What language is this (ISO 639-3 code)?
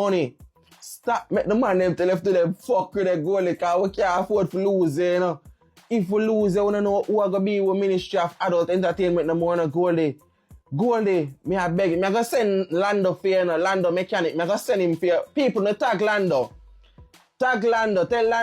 jam